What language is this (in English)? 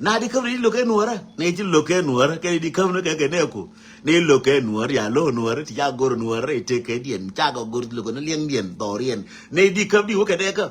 Nuer